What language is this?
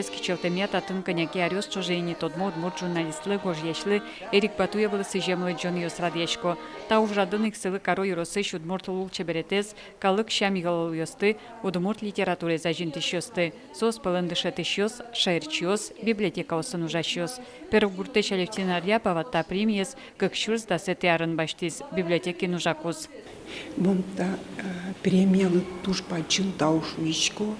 Udmurt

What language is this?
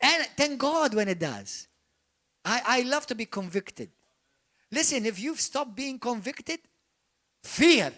English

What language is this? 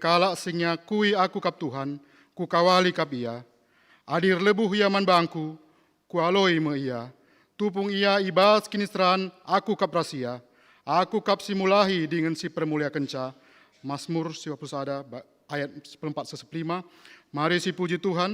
Batak Karo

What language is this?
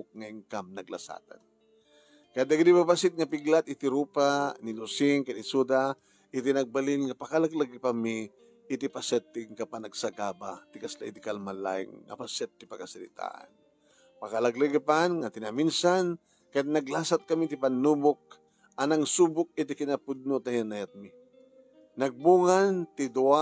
Iloko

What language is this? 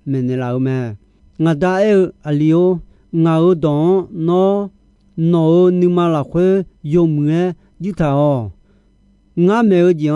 Akha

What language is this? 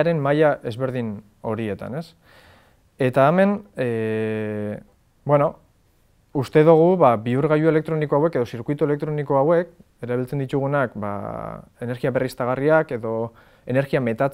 Basque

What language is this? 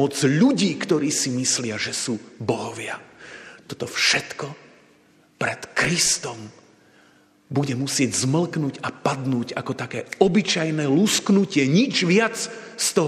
Slovak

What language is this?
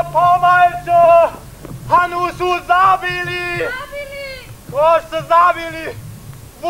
Upper Sorbian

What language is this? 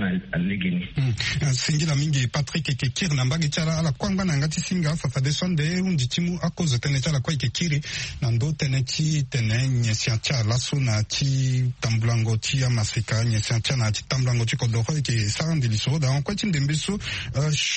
Sango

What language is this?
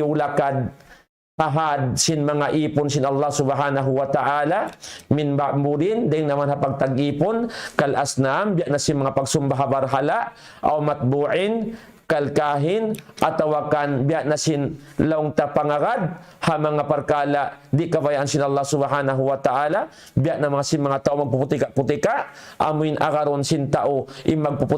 Tausug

